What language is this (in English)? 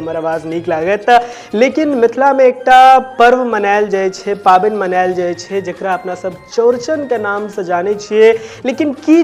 Maithili